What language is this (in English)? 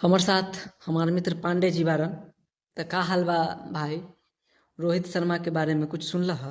Bhojpuri